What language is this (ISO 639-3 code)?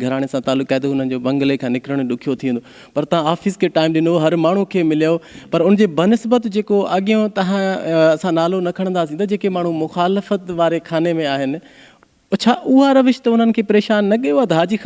snd